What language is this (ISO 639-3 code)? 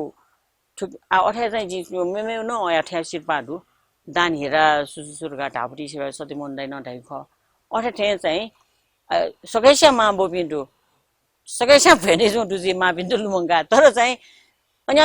new